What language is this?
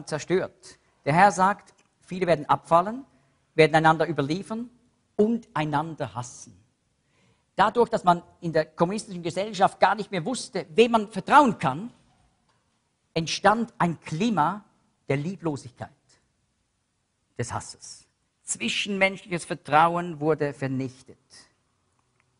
German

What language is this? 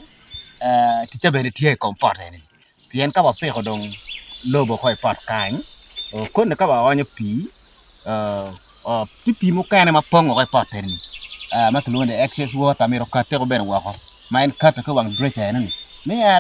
Acoli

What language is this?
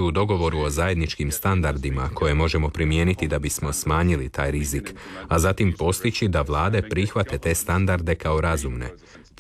Croatian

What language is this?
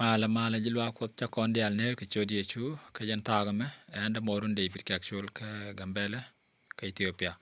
Nuer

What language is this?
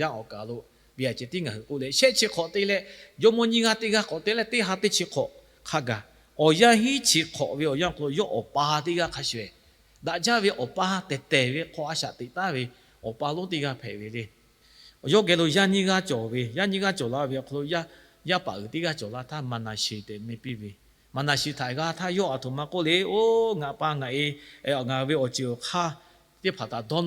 Lahu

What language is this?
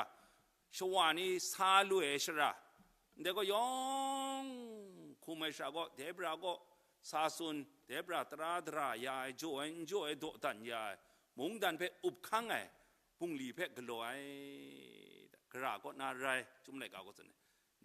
Kachin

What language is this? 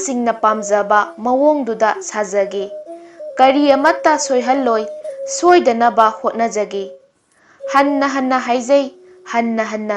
Manipuri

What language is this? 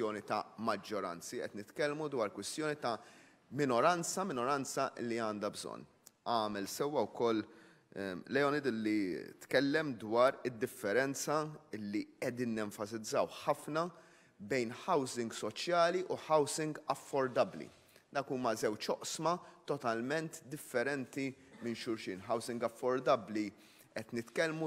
Maltese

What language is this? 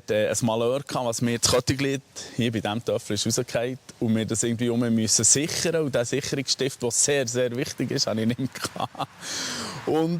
Swiss German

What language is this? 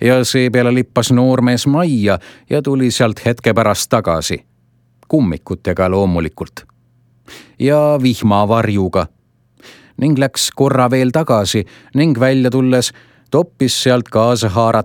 Estonian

